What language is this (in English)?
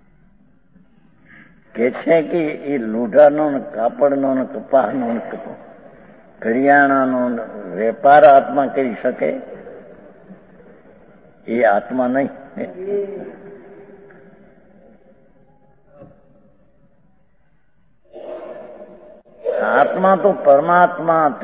Gujarati